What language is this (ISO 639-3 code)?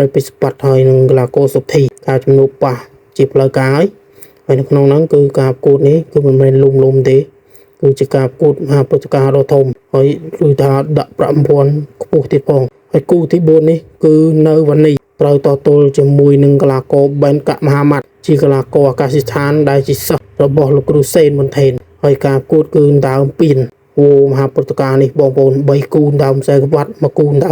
khm